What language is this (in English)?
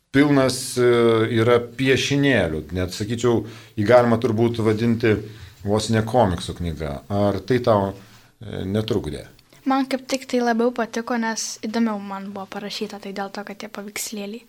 Lithuanian